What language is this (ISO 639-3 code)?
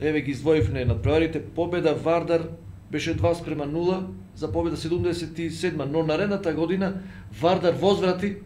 mkd